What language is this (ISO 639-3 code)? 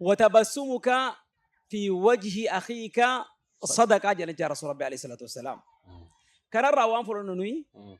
orm